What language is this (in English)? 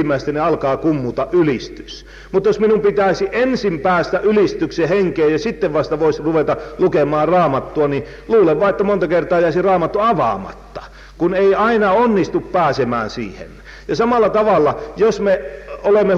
Finnish